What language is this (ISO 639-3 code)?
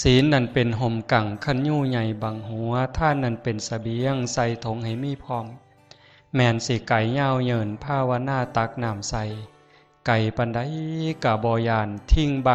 lao